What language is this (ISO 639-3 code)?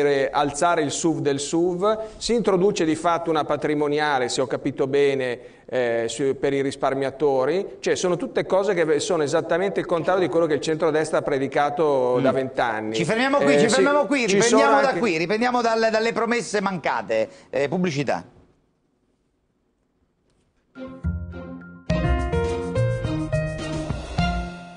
ita